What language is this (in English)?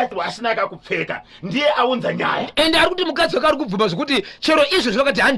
Shona